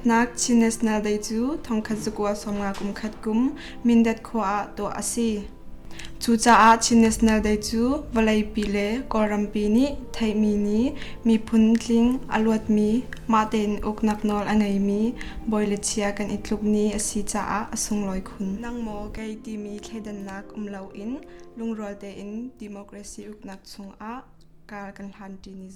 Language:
Hakha Chin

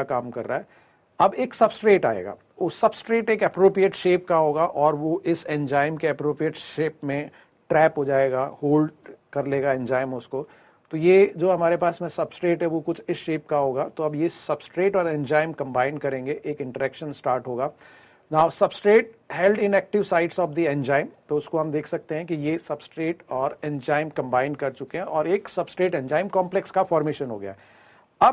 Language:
Hindi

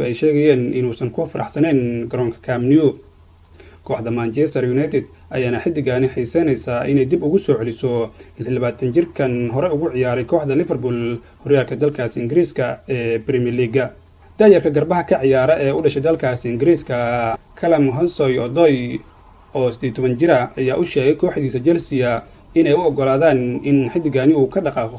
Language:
Somali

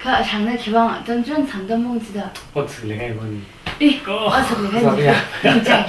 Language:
Tangkhul Naga (India)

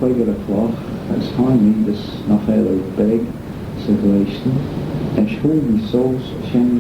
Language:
Manx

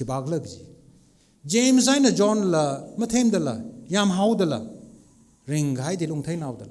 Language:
Tangkhul Naga (India)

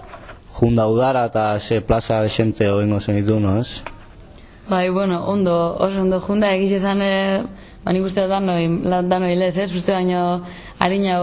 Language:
Basque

